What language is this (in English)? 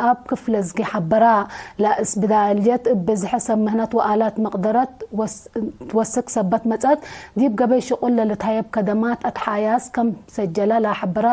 Tigre